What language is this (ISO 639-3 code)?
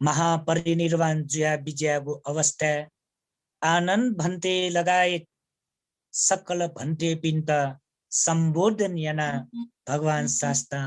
new